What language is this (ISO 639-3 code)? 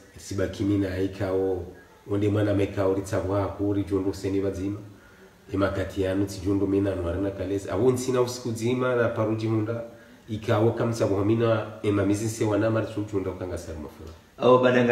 swa